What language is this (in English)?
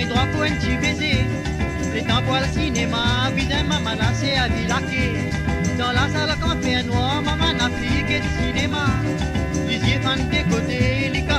Morisyen